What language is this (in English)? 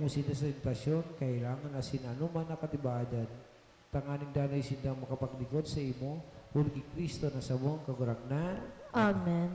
Bikol